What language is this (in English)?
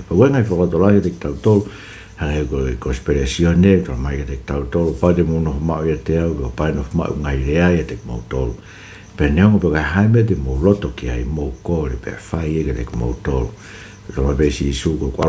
Tongan